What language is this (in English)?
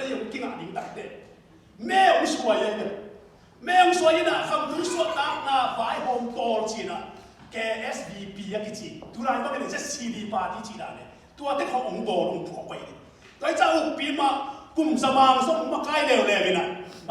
Tedim Chin